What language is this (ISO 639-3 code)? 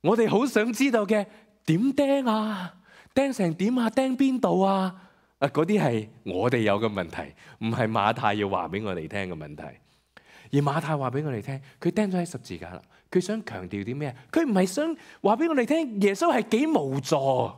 yue